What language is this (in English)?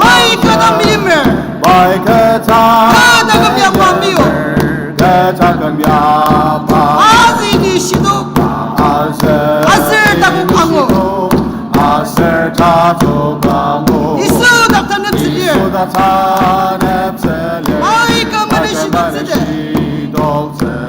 Ao Naga